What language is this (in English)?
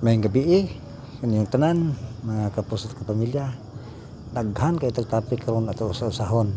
Cebuano